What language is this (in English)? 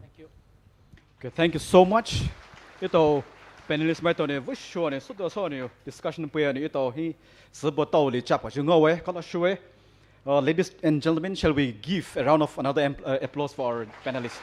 Poumei Naga